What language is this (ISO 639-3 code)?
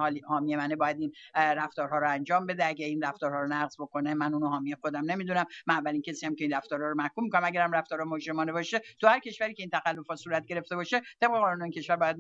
fas